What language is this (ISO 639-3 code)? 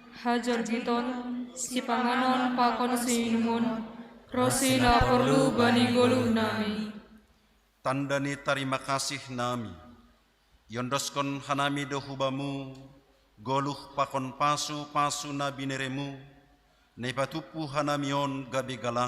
bts